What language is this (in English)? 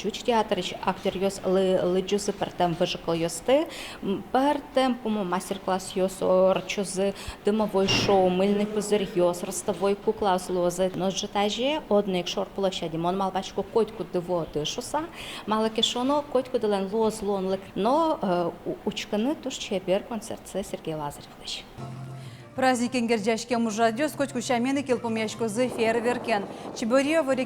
Udmurt